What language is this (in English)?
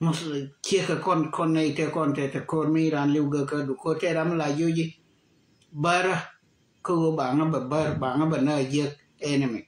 Nuer